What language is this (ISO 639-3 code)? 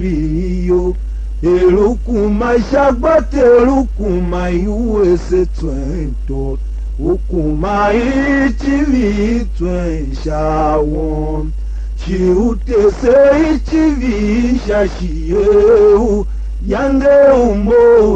tiv